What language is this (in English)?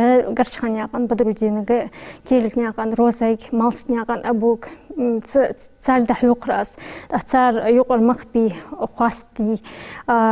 Ingush